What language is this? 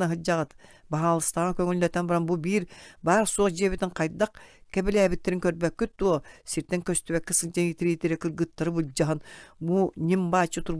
Yakut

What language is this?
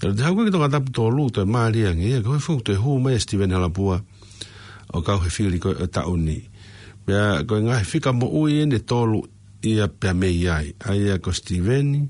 Tongan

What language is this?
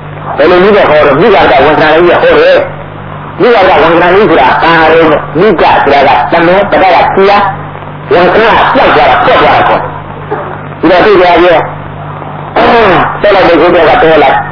Burmese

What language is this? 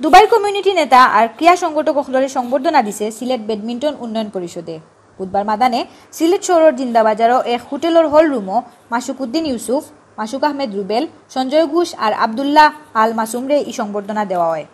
Sylheti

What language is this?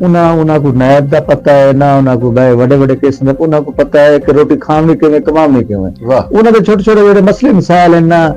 Saraiki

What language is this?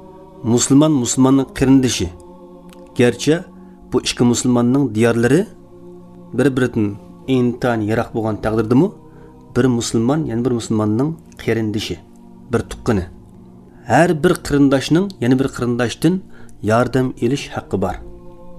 Uyghur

